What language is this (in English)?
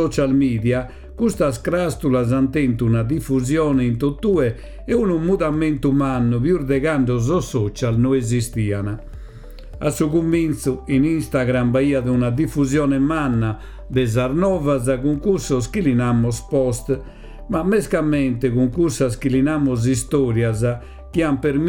Sardinian